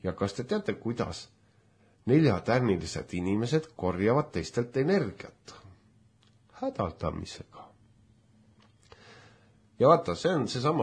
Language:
Estonian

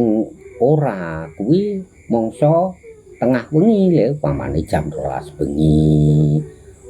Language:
Javanese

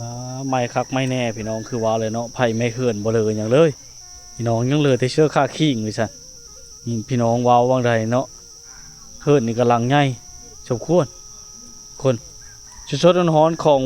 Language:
Lao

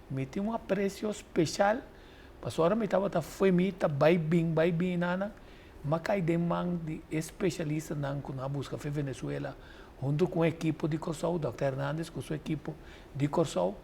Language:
Papiamento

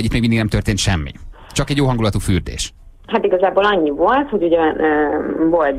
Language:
Hungarian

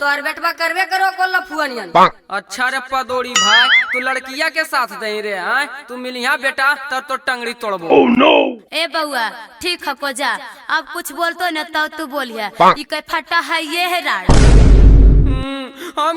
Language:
Magahi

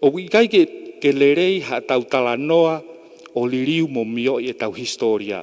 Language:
Tongan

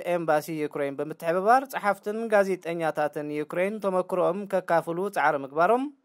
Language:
Tigrinya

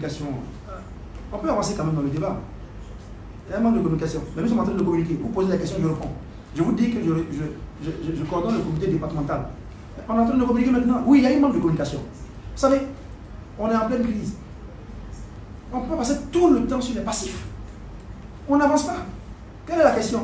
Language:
French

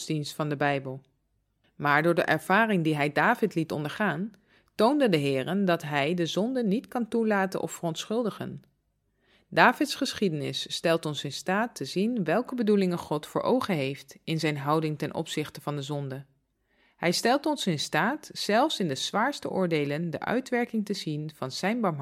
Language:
Dutch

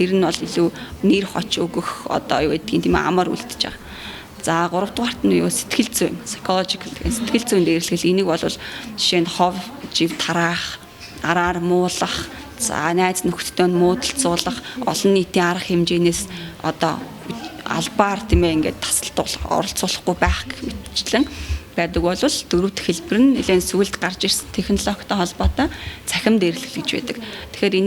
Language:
Mongolian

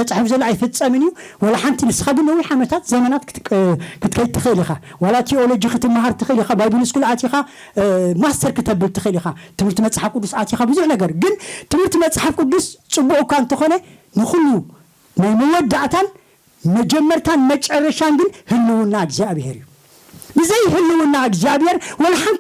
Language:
Tigrinya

